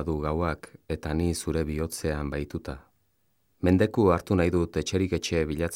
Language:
Basque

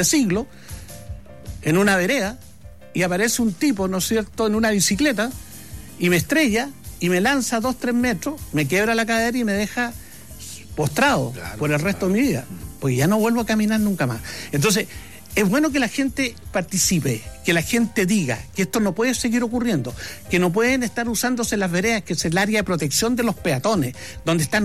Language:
Spanish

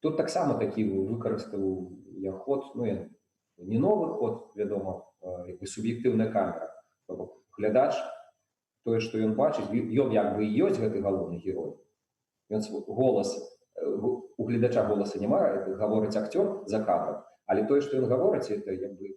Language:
Belarusian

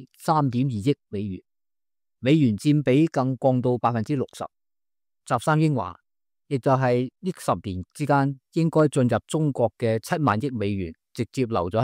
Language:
Cantonese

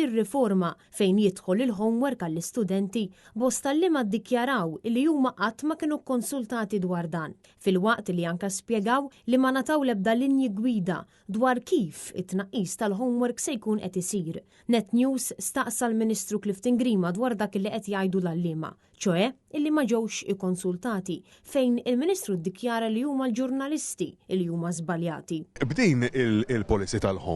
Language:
Maltese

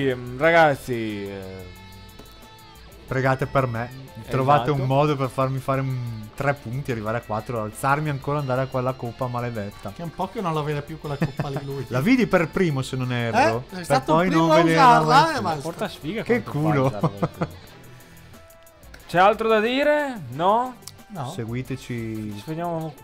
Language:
Italian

